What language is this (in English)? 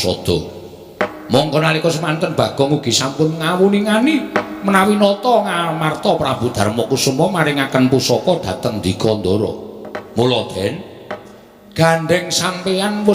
Javanese